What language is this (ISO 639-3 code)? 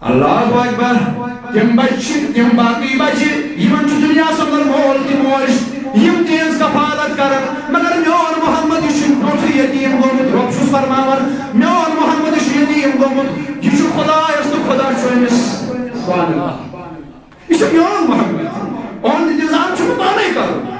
kas